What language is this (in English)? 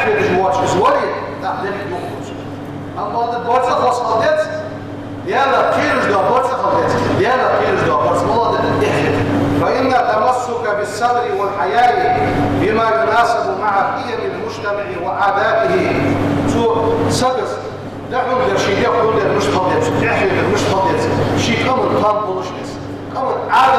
Ingush